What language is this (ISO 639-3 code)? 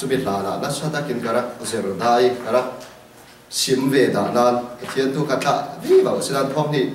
cfm